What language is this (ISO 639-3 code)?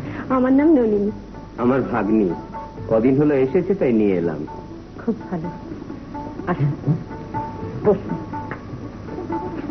ben